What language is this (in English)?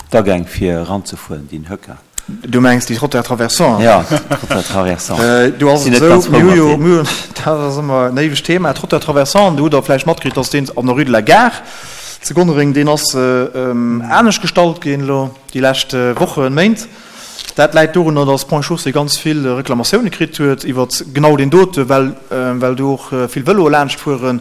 Luxembourgish